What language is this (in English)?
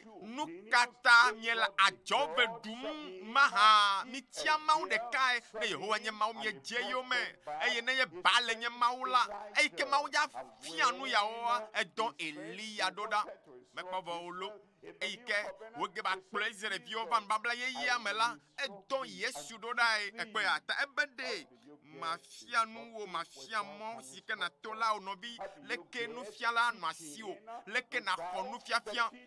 Ewe